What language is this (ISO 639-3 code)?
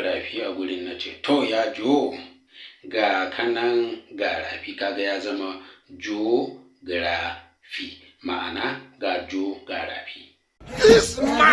hau